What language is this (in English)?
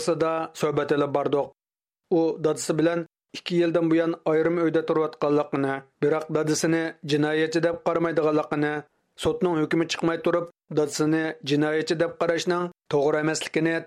Uyghur